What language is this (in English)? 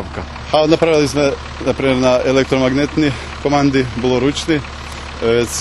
Rusyn